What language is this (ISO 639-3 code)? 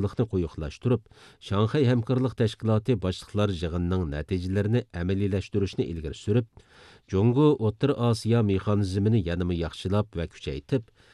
uig